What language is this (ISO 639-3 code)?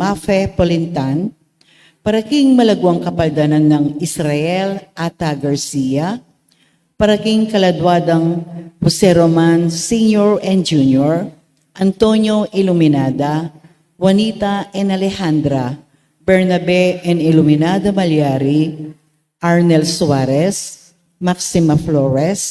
pam